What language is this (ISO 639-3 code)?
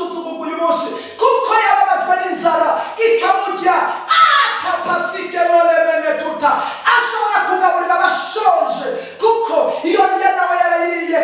run